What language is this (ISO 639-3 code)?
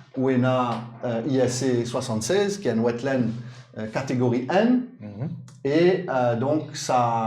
mfe